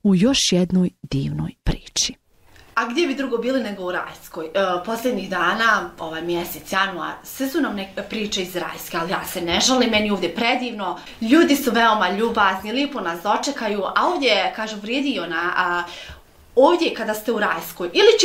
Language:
Bosnian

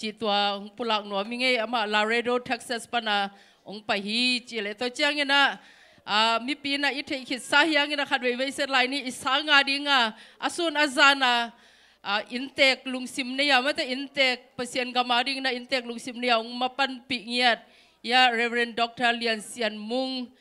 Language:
Tedim Chin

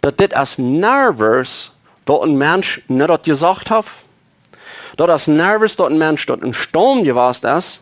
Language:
Plautdietsch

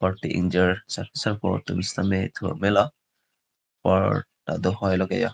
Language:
Karbi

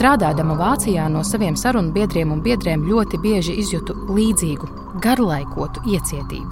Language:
Latvian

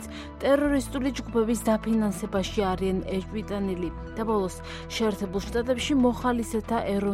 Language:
Georgian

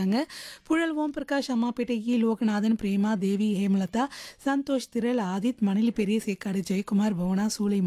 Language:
Tamil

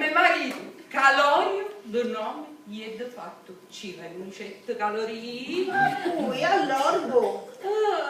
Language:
Sicilian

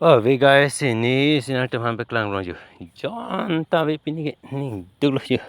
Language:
Karbi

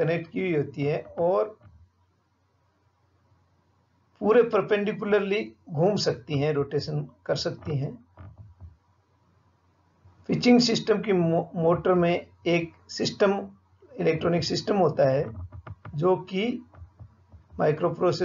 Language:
Hindi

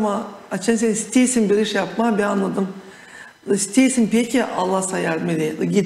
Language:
Gagauz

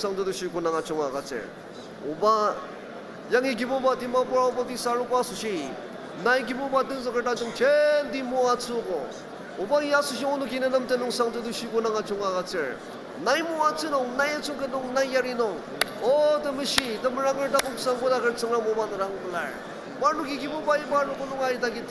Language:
Ao Naga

